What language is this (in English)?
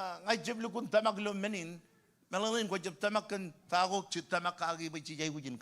Marshallese